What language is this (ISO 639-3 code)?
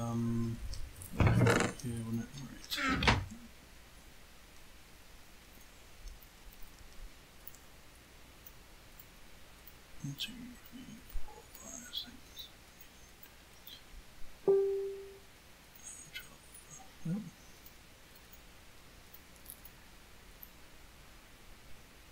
eng